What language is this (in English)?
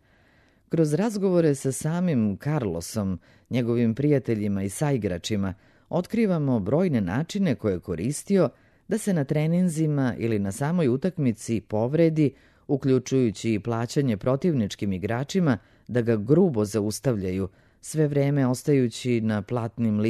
Serbian